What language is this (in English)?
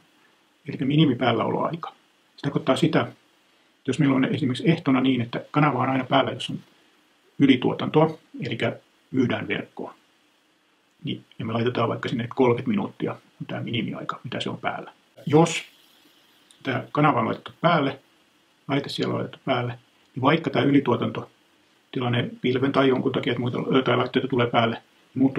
Finnish